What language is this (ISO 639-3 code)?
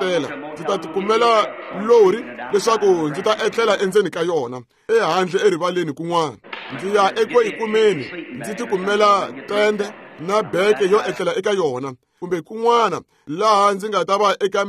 tso